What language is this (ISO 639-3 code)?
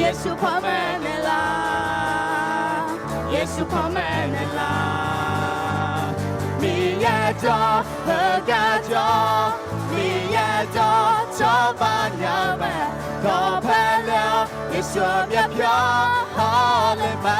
ahk